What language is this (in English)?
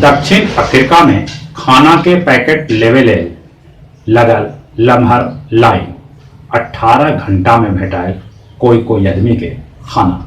Magahi